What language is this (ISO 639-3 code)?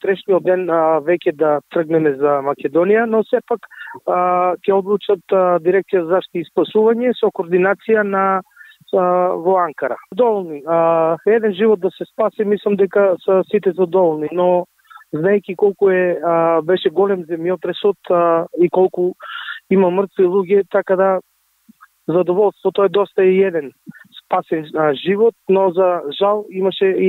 mkd